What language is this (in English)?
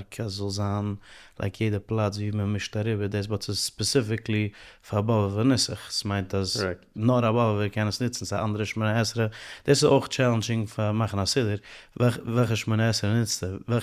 Yiddish